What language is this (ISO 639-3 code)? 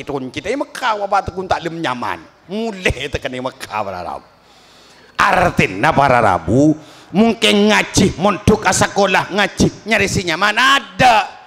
mad